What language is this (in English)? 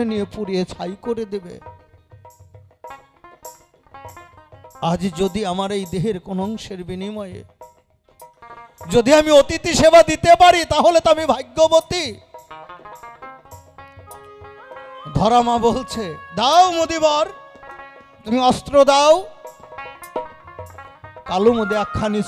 Bangla